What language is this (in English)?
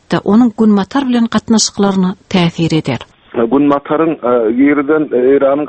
Turkmen